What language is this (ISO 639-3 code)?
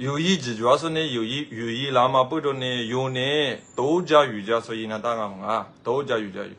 lis